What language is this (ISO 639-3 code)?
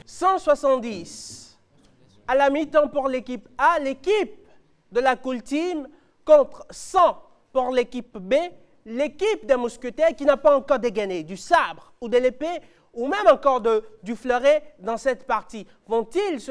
fra